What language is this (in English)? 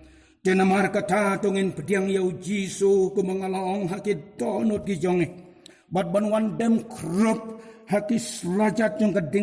Khasi